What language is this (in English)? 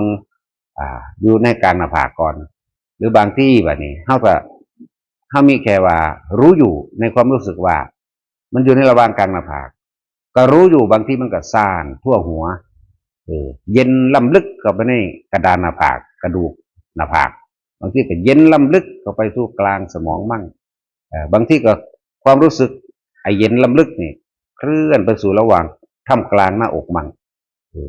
Northeastern Thai